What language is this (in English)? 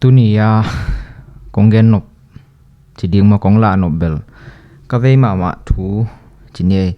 Tedim Chin